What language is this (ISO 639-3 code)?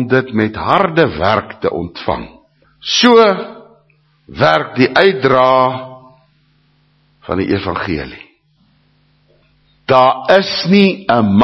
afr